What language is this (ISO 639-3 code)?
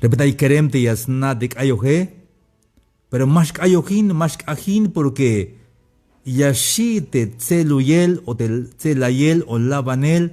tzh